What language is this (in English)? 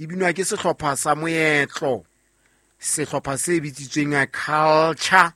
Southern Sotho